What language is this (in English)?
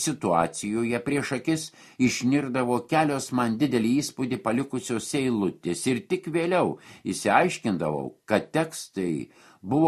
Lithuanian